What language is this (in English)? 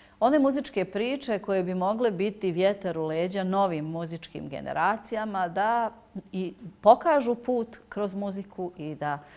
Bosnian